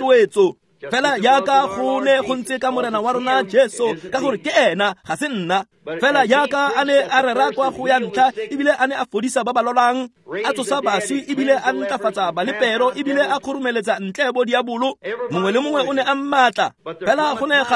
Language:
Tswana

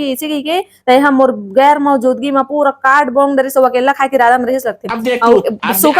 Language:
Chhattisgarhi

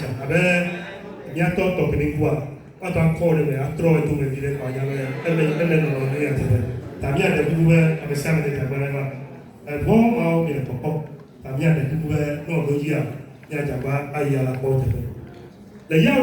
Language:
Ewe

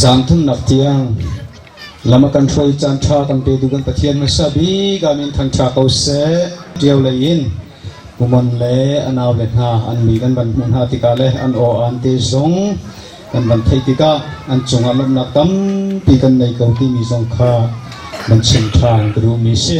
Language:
Hakha Chin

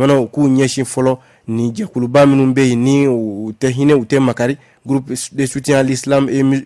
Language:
Bambara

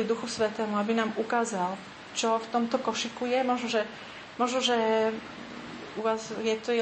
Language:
Slovak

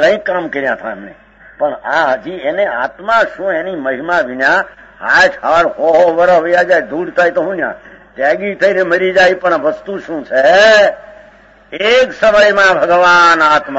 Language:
Gujarati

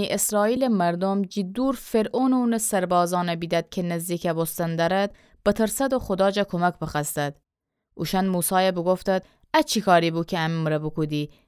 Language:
Gilaki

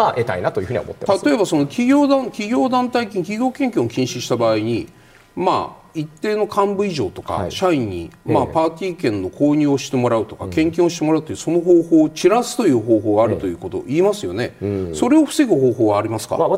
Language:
Japanese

